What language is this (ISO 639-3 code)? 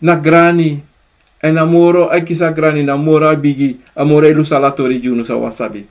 srn